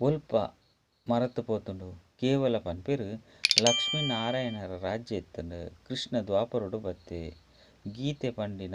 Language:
Tulu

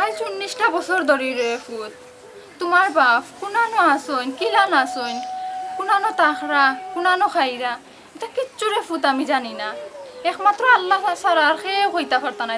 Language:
Sylheti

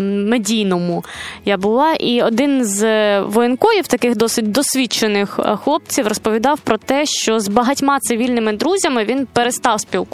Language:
Ukrainian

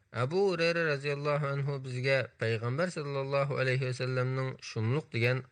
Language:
Uyghur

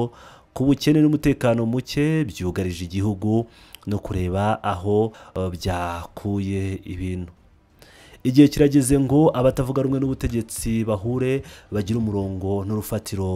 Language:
Kinyarwanda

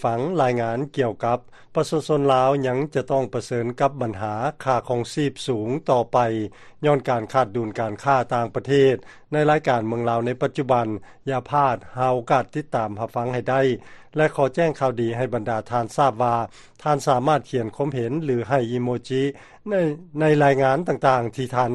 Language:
Lao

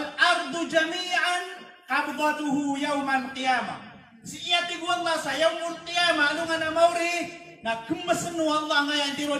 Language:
Maranao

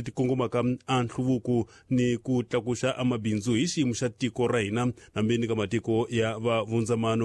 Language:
Tsonga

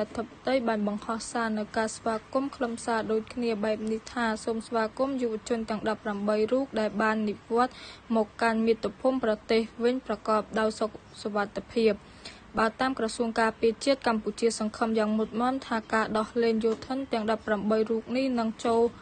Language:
Khmer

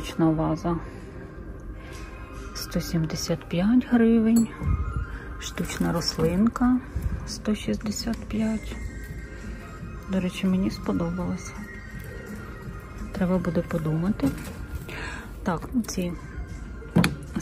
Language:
Ukrainian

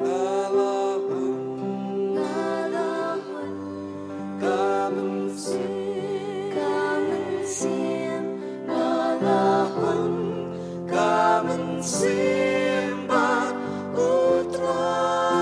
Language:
Khasi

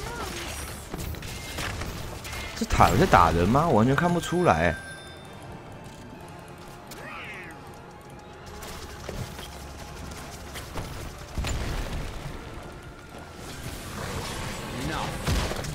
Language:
Chinese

